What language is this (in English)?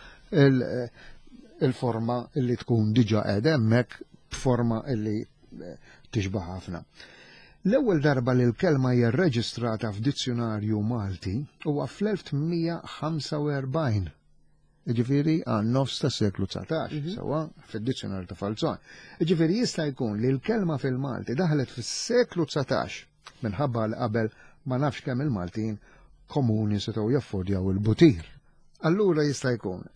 Maltese